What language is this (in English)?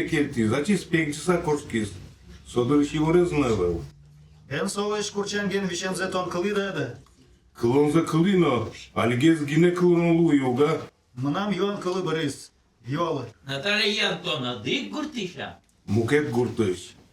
Udmurt